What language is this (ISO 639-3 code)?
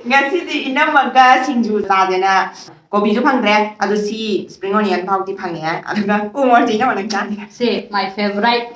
mni